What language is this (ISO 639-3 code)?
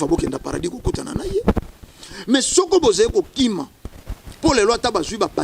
lin